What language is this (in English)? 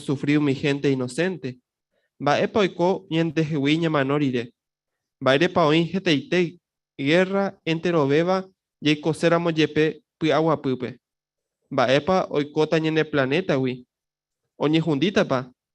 Guarani